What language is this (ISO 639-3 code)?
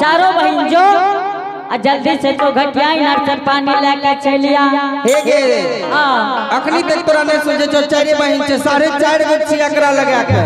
anp